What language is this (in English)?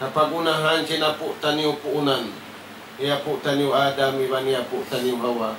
Tausug